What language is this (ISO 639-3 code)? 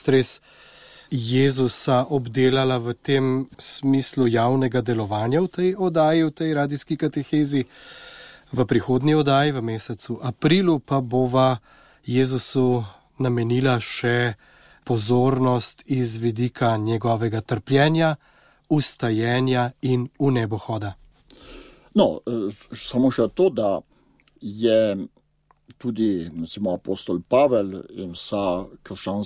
slv